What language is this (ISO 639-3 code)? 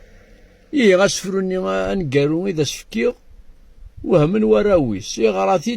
kab